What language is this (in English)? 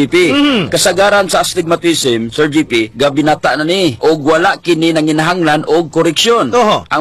Cebuano